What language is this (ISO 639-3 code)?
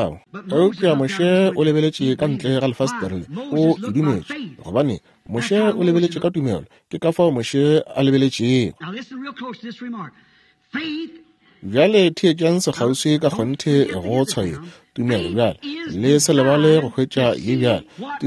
nso